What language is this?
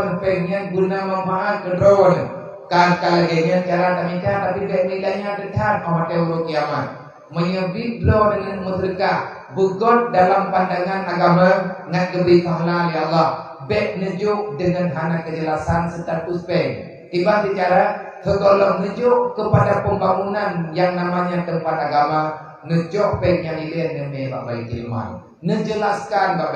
Achinese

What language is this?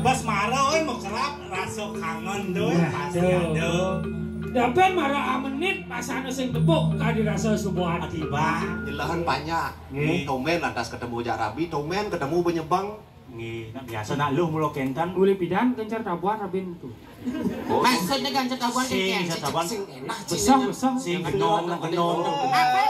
Balinese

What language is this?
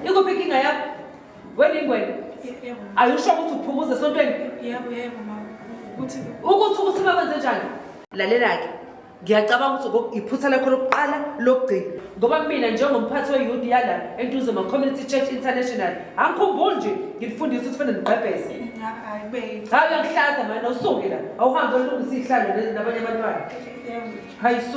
Zulu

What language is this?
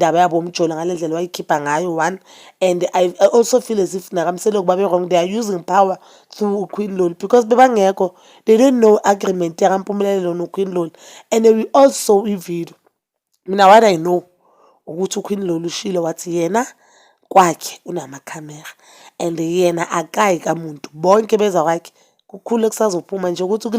Zulu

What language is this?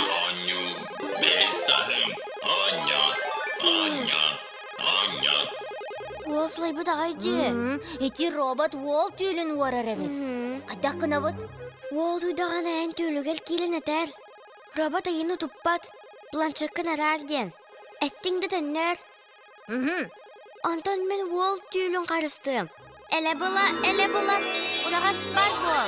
Yakut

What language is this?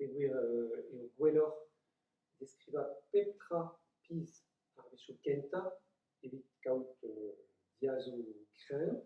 Breton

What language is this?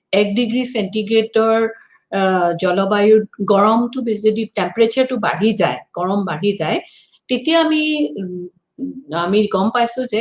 Assamese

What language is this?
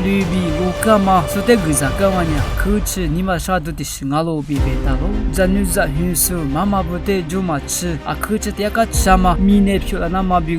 Lisu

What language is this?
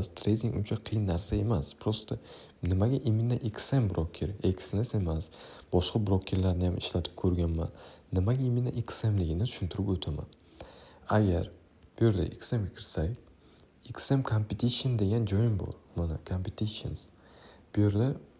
Uzbek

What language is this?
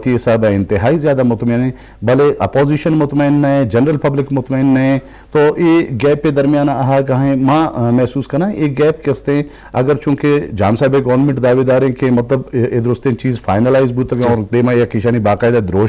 Urdu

